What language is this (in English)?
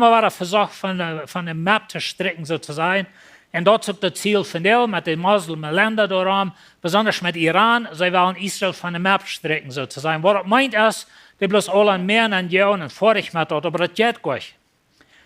Plautdietsch